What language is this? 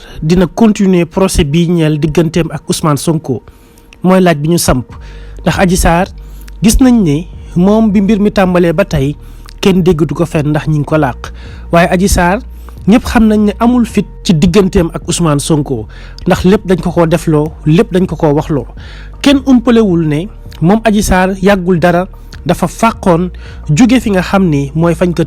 Wolof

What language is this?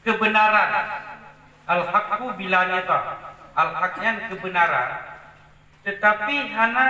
Achinese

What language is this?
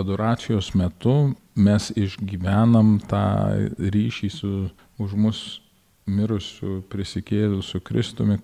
Lithuanian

